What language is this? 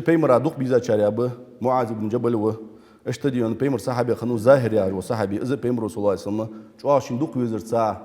Ingush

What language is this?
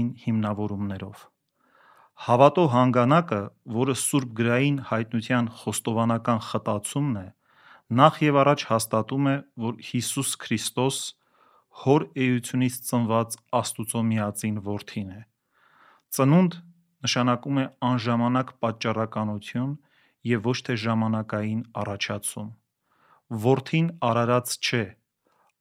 Armenian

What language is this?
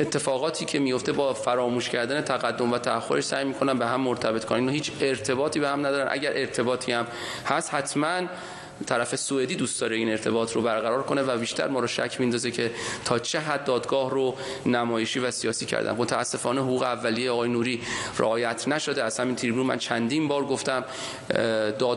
Persian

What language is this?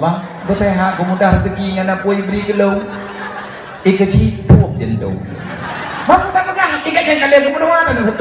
Achinese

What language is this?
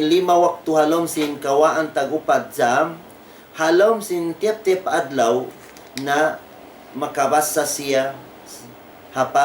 Tausug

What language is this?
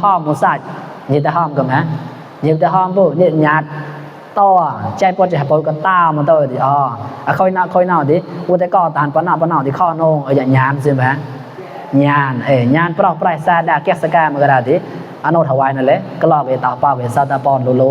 Mon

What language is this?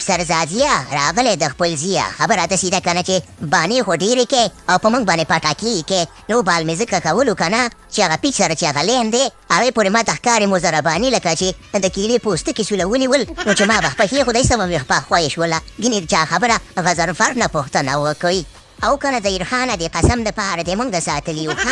Pashto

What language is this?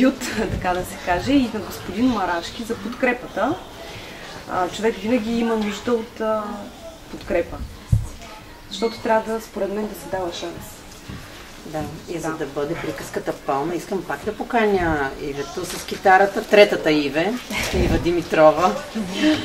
Bulgarian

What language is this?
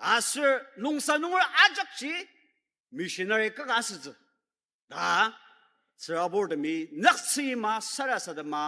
Ao Naga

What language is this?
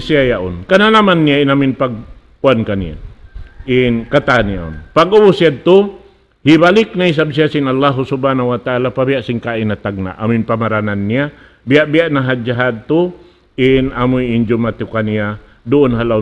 Tausug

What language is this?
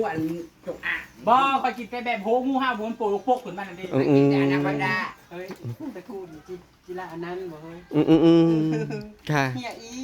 Northeastern Thai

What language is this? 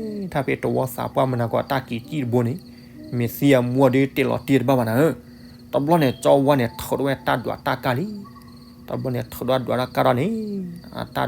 S'gaw Karen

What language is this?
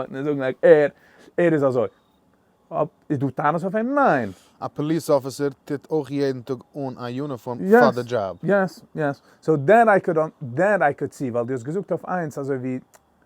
Yiddish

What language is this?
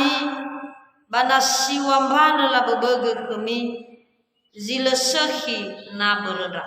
Nias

